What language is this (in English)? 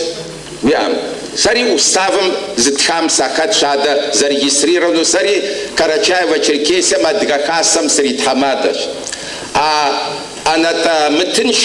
Kabardian